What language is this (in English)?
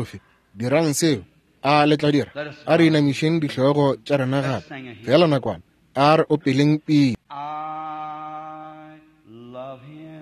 Northern Sotho